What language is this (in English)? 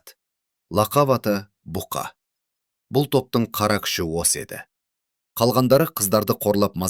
Kazakh